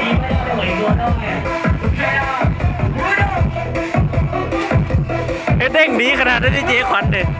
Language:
Lao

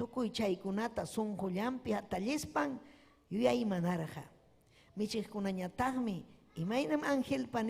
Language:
Ayacucho Quechua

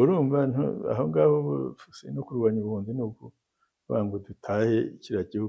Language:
Kinyarwanda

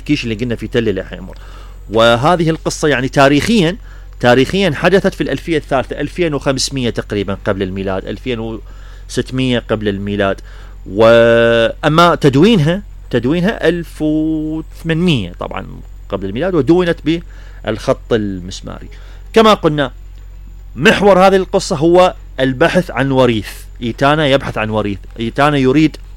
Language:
Mesopotamian Arabic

